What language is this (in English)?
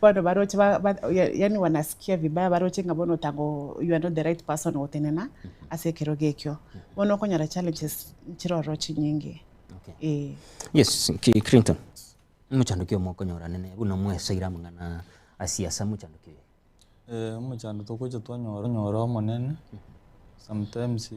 Gusii